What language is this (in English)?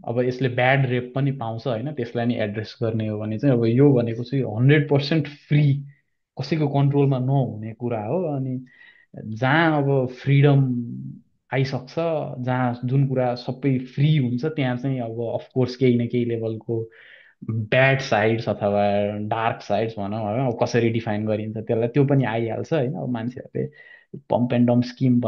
Nepali